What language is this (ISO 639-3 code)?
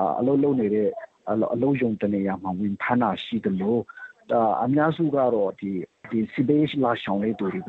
mya